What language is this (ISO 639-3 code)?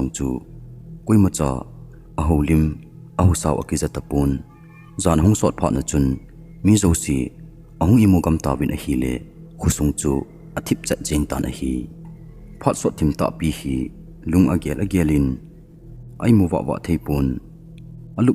tcz